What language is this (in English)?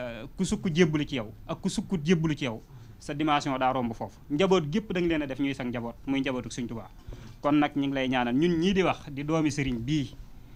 Wolof